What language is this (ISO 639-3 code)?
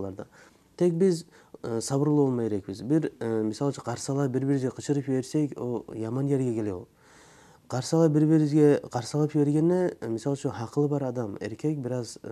kum